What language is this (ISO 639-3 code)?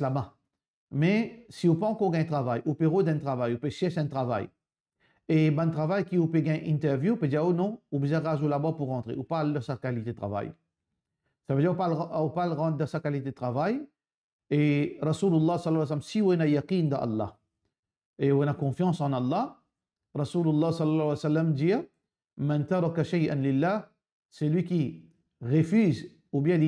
mfe